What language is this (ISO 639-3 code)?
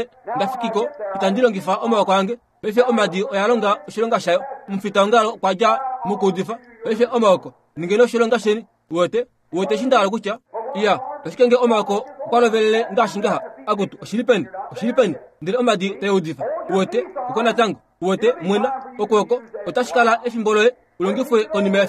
kua